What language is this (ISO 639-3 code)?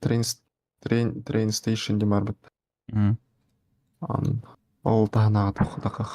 sah